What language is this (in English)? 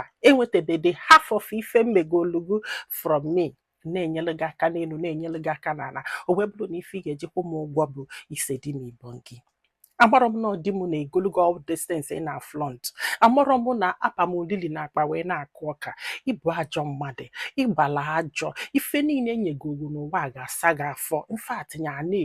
Igbo